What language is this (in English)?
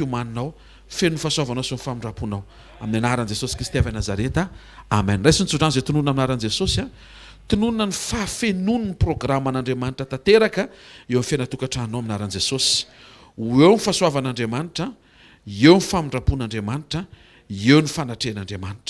Malagasy